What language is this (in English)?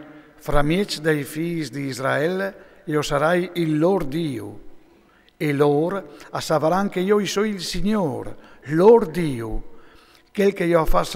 Friulian